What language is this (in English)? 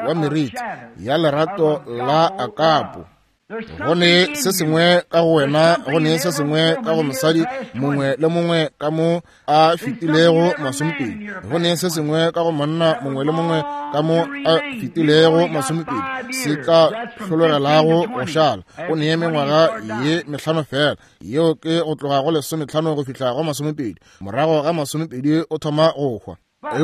Northern Sotho